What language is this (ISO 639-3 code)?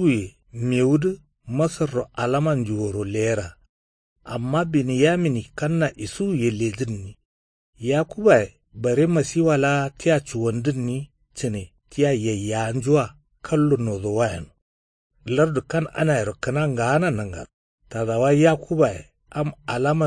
kau